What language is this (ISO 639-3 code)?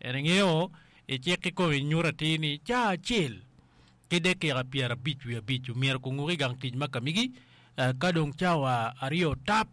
ach